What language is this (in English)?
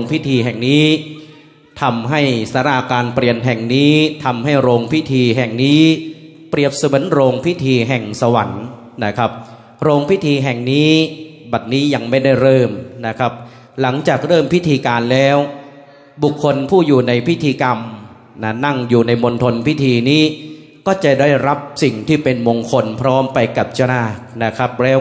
Thai